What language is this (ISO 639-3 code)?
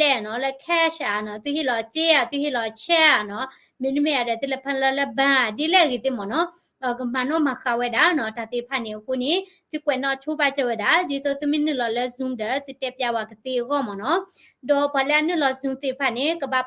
ksw